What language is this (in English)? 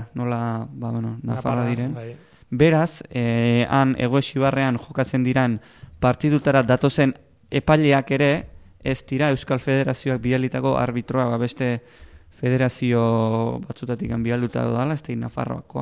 Basque